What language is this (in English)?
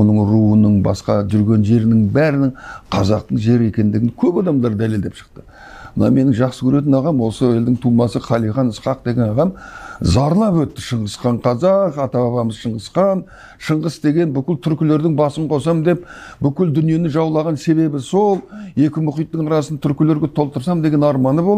Kazakh